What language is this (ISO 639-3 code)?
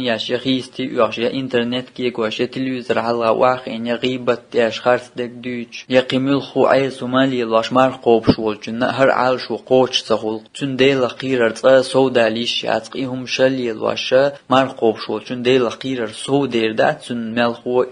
che